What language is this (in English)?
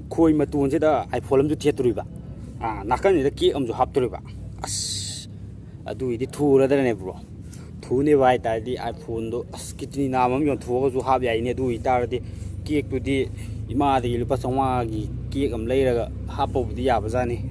Manipuri